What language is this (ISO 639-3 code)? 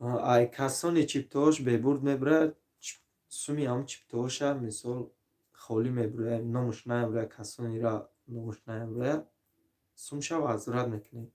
tgk